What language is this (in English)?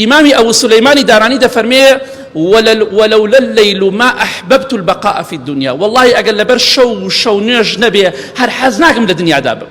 Central Kurdish